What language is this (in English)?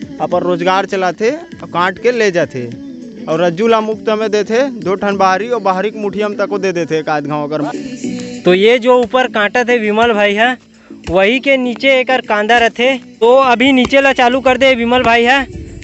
Chhattisgarhi